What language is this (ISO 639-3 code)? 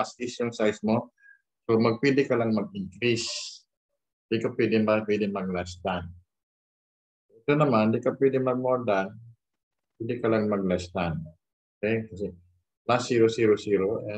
fil